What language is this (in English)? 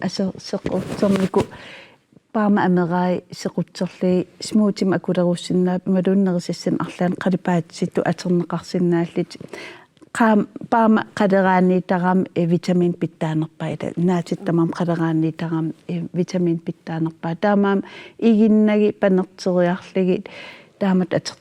Kalaallisut